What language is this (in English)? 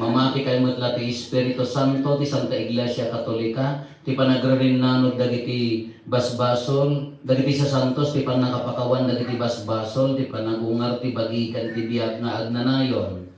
Iloko